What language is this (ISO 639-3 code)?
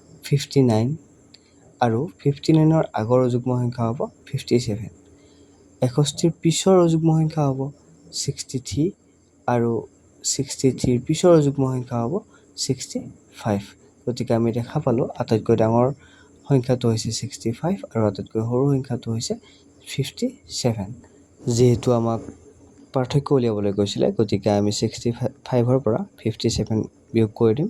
asm